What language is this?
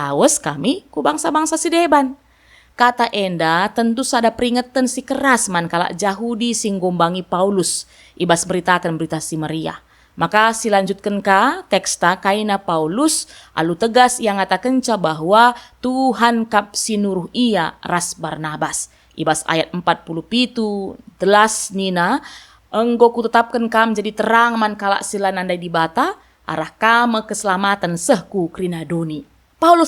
Batak Karo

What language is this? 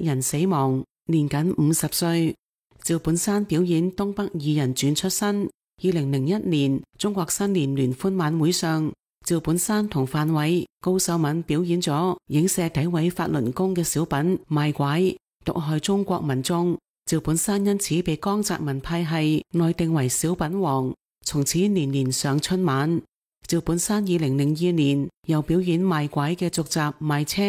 Cantonese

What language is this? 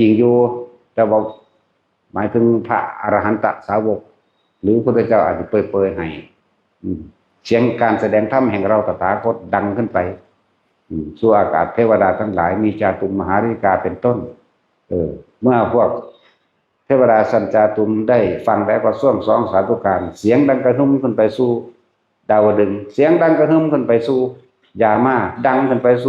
Northeastern Thai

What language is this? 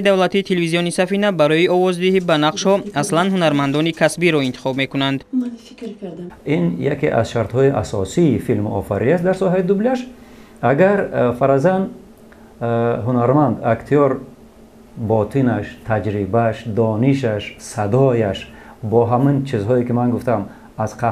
Tajik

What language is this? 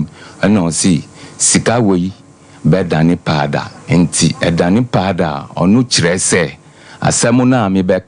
Akan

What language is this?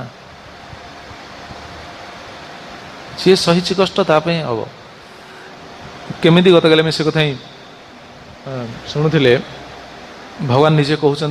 Odia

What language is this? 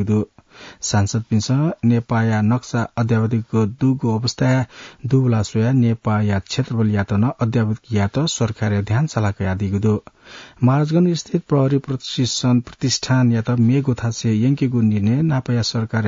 Newari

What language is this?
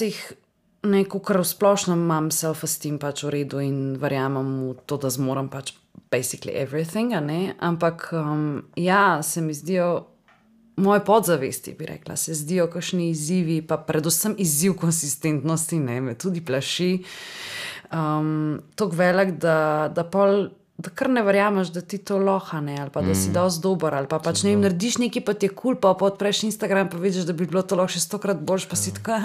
Slovenian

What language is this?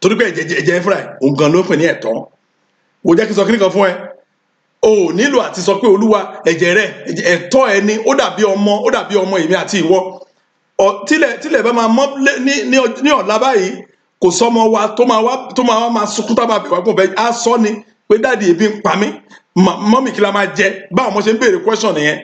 Yoruba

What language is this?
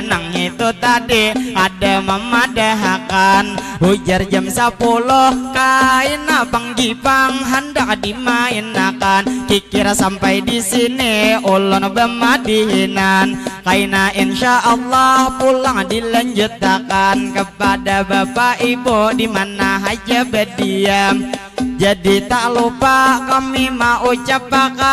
Banjar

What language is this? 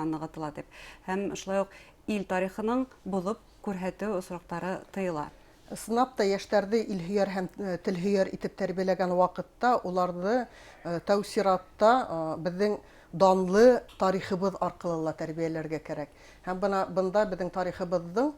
Bashkir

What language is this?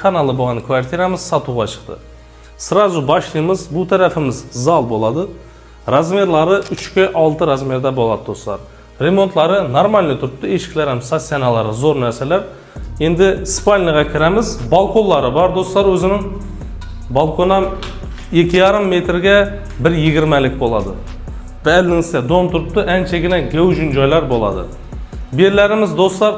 Uzbek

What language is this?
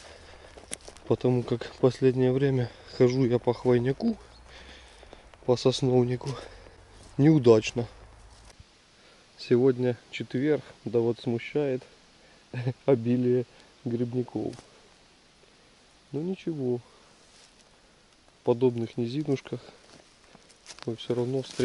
Russian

